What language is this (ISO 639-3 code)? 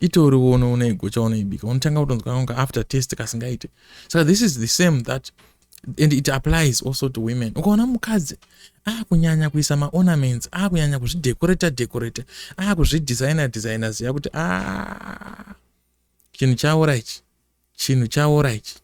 sna